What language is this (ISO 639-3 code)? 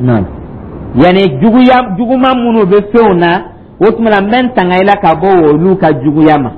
dyu